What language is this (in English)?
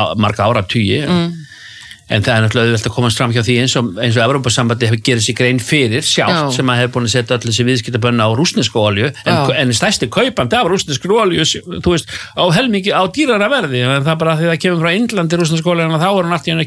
Icelandic